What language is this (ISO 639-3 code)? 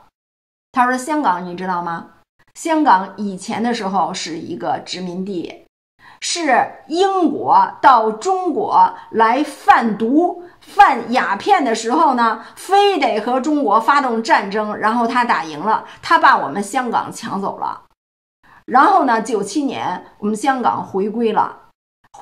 zho